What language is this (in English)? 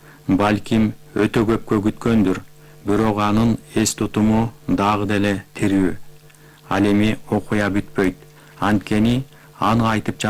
Kyrgyz